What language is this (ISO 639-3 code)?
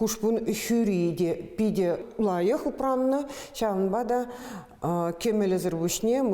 chv